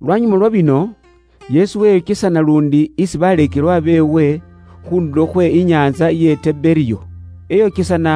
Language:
Luyia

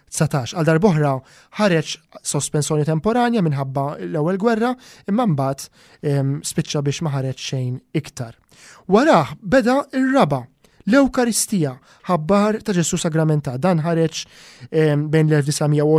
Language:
Maltese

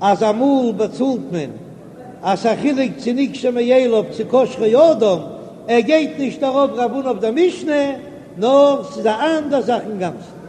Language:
Yiddish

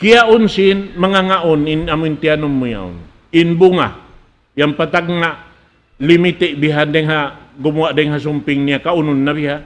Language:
Tausug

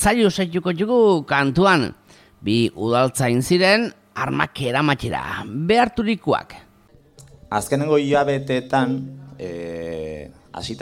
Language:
Basque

